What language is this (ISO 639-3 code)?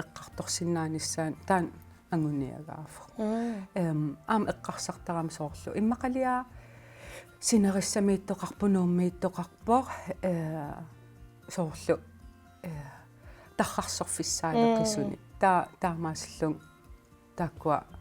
kal